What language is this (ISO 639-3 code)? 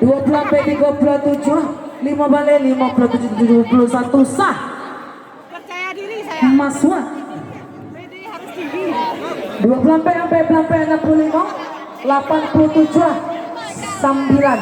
min